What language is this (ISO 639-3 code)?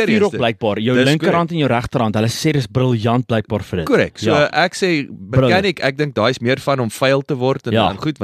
afr